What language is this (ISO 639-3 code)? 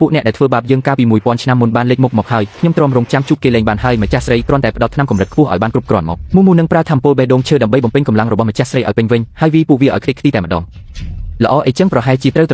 khm